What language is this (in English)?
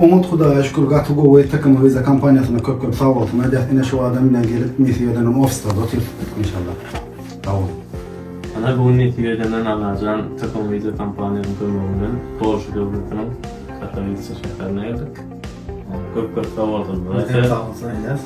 Turkmen